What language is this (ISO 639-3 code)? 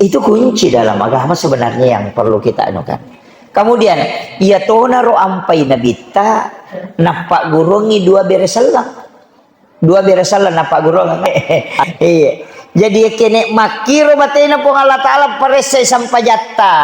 bug